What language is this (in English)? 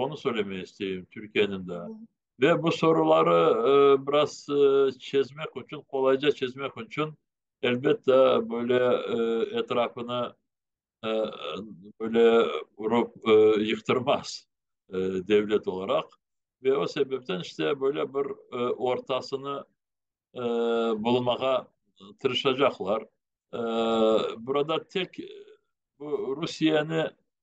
Crimean Tatar